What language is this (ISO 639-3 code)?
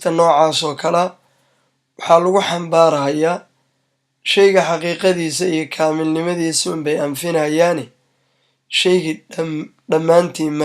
som